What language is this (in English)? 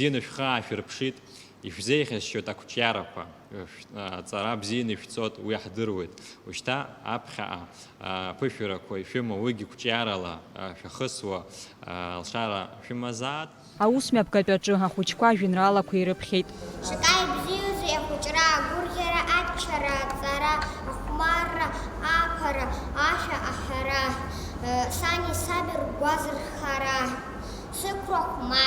Abkhazian